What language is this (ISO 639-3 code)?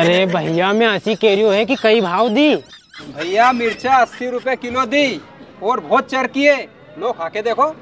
raj